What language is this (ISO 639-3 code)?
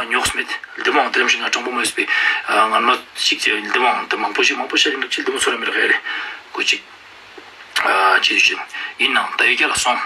lbj